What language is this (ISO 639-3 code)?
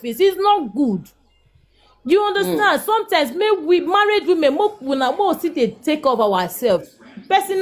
pcm